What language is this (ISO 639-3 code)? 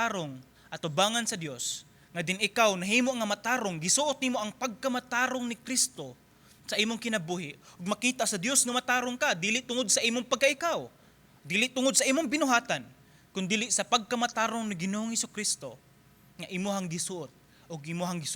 ceb